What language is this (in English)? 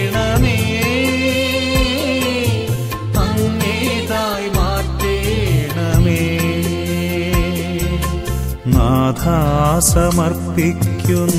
Malayalam